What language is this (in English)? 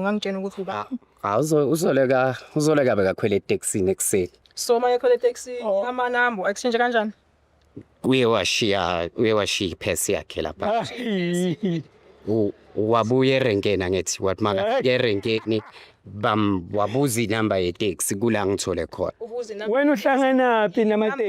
Zulu